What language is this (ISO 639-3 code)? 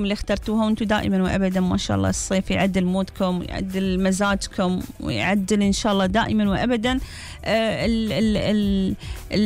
afb